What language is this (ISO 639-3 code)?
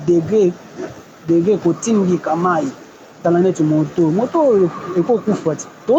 lin